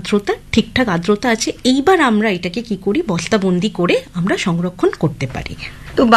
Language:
Bangla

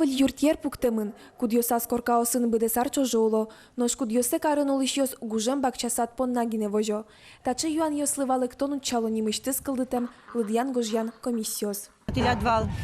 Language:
Udmurt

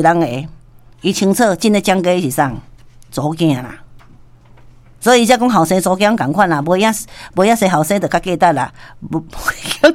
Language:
Min Nan Chinese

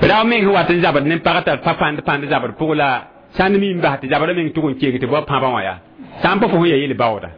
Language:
Mossi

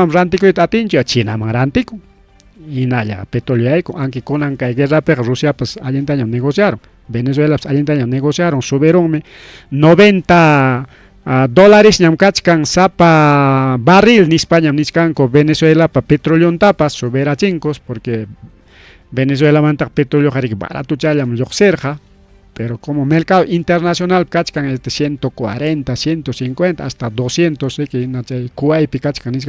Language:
Ayacucho Quechua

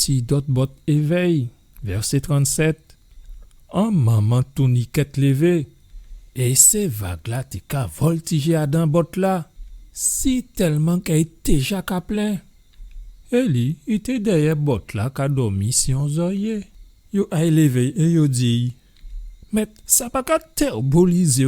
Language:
Guadeloupean Creole French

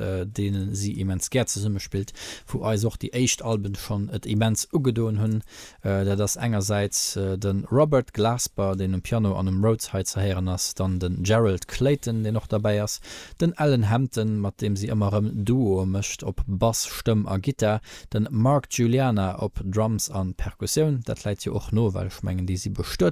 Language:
Luxembourgish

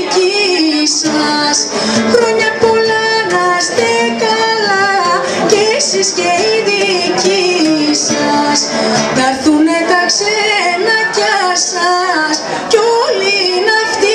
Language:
Greek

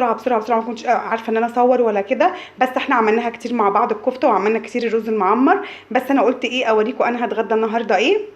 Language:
Egyptian Arabic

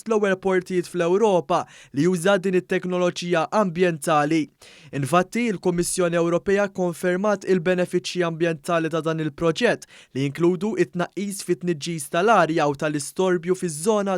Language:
Maltese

